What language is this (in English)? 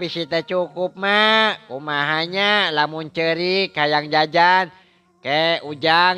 Sundanese